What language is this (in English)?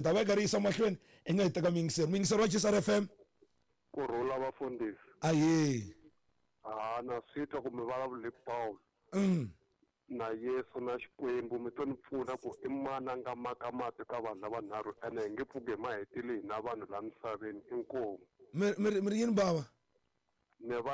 Tsonga